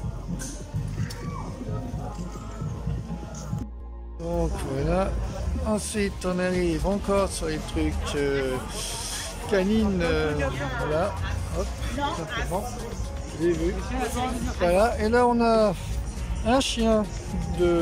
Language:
French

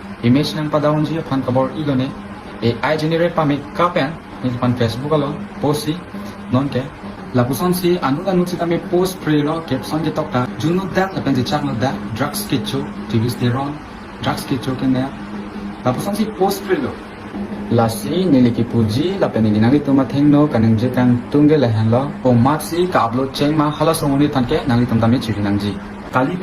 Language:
Karbi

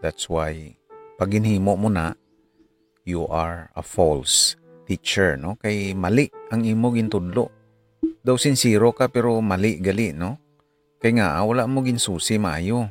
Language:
Hiligaynon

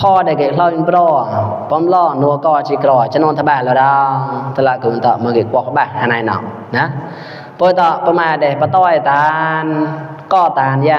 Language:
Mon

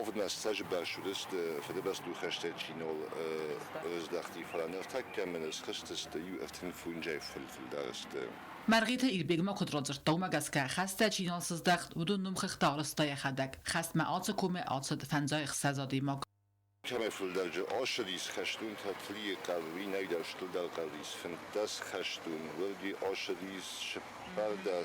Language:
Ossetic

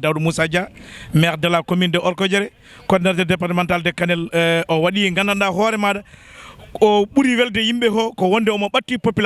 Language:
Fula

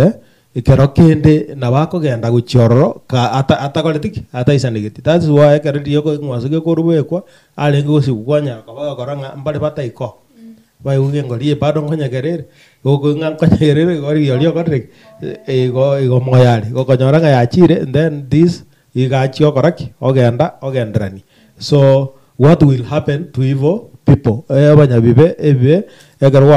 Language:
Gusii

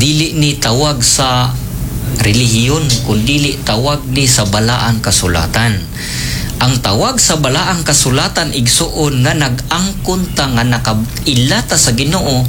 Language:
Cebuano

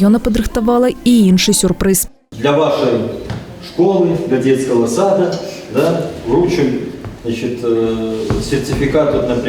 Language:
Belarusian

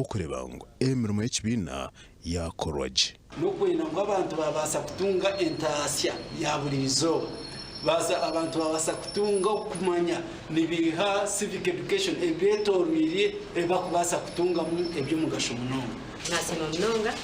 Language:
Nyankole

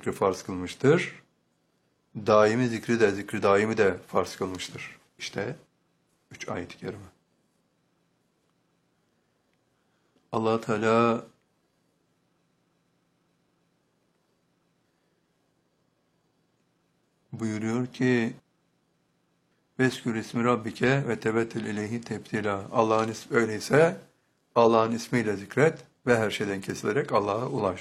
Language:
Turkish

